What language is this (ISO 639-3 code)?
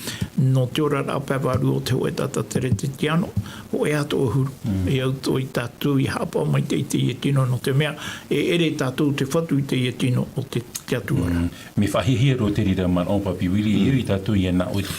tah